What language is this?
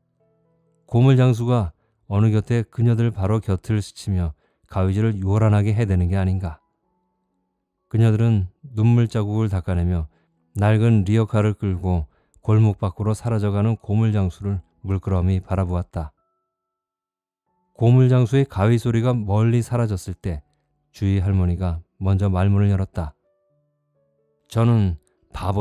Korean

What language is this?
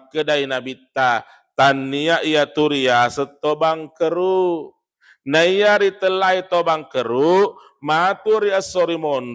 Buginese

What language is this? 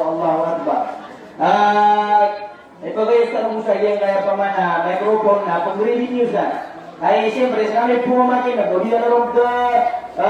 Maranao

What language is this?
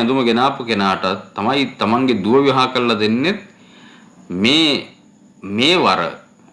Sinhala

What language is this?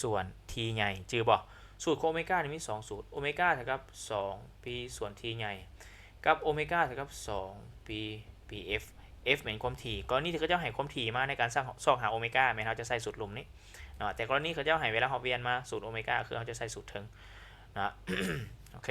Lao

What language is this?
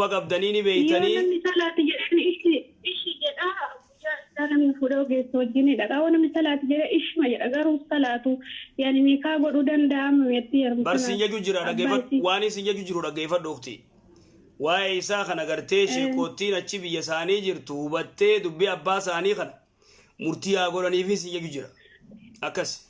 Oromo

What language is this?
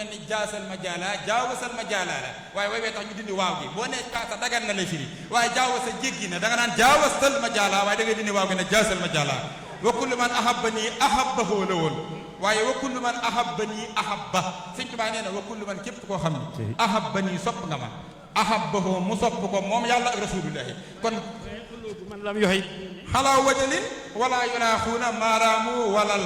Wolof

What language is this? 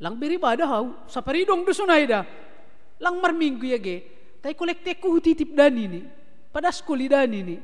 Batak Simalungun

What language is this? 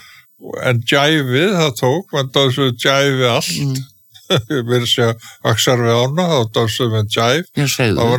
Icelandic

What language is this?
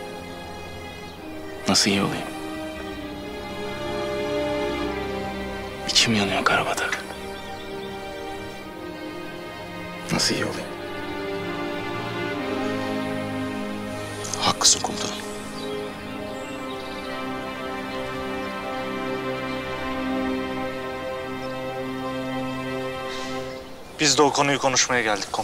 Turkish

